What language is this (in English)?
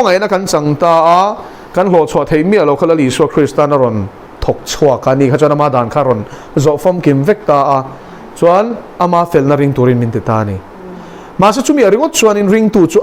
Mizo